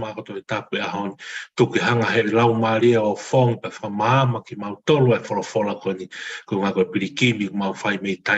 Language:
Tongan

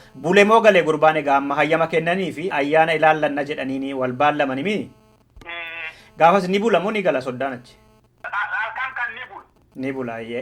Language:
Oromo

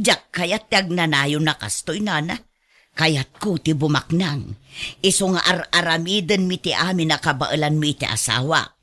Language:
Iloko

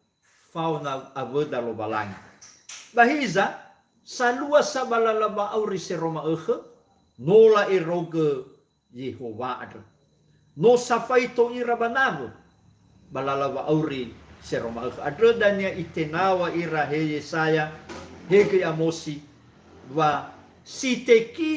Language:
Nias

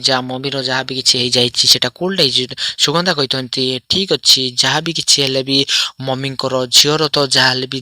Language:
Odia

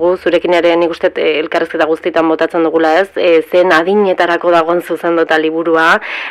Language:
Basque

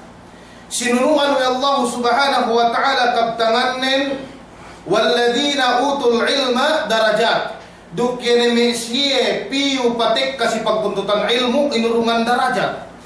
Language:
Yakan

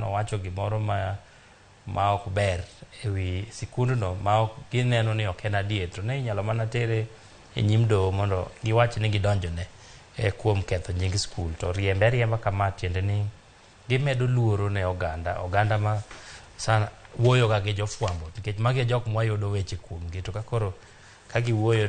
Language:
Luo (Kenya and Tanzania)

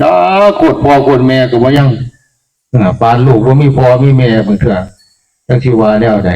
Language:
Northeastern Thai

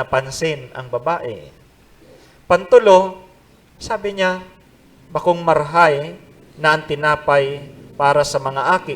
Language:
Bikol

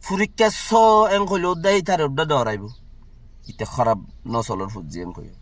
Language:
Rohingya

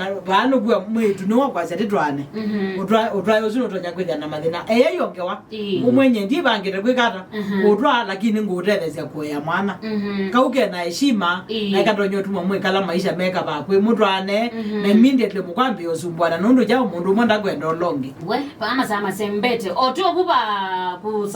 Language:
Kamba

